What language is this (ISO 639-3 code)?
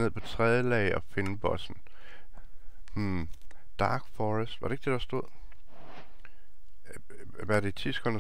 dan